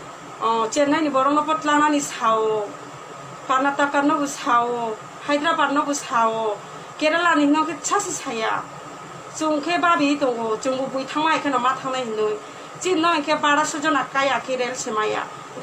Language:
Riang (India)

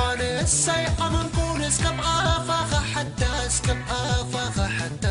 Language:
Tigrinya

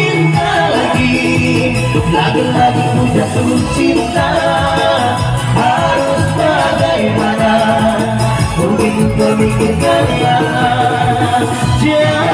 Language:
Indonesian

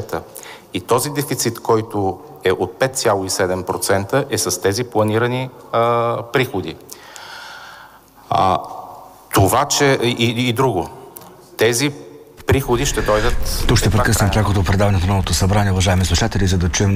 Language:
Bulgarian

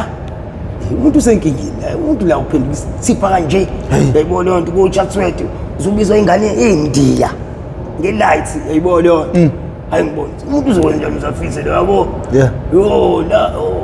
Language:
Zulu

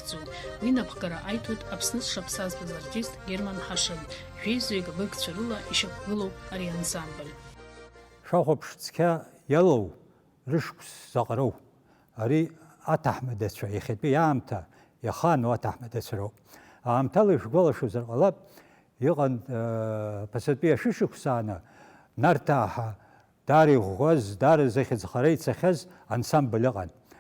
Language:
Abkhazian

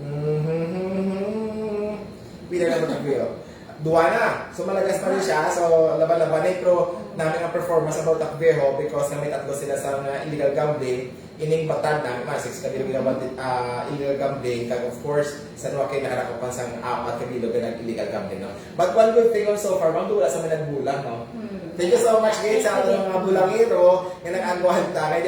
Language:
Hiligaynon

